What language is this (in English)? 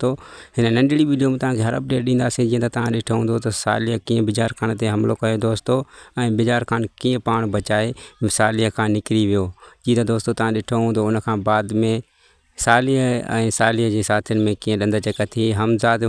Sindhi